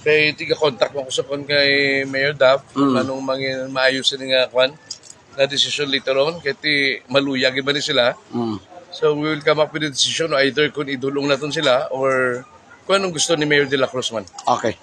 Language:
Hiligaynon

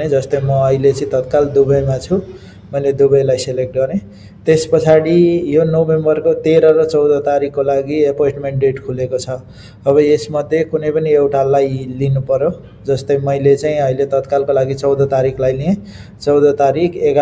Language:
Nepali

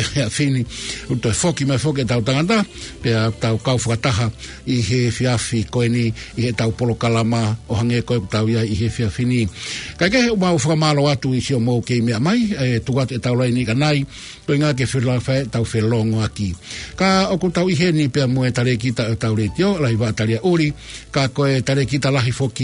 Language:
Tongan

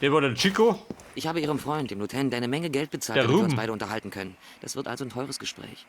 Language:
Bavarian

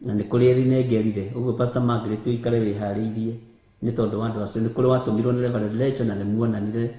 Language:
Kikuyu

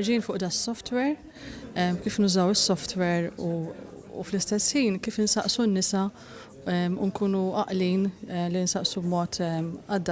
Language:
Maltese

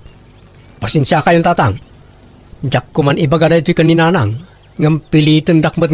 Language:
Iloko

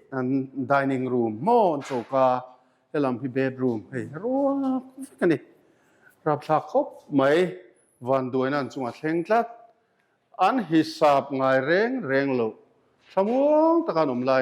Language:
Mizo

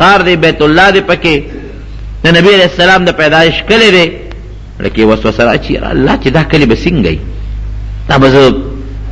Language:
Pashto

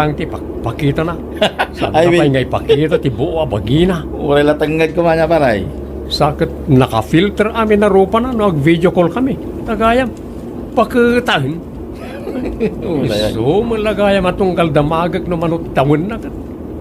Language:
Iloko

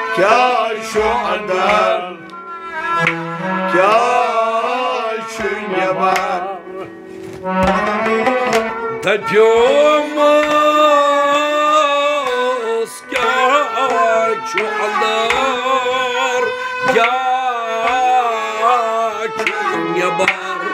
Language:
Kashmiri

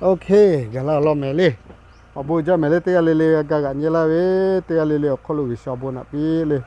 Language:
Lahu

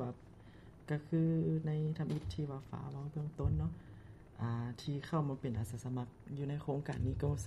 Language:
Lao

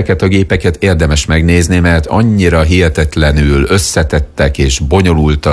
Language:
Hungarian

